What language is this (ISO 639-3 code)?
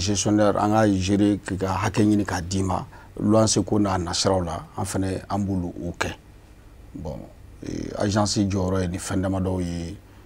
bam